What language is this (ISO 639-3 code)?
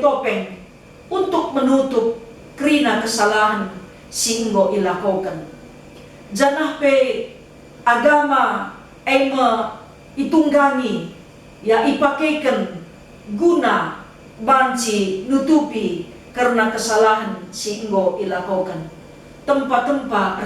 btx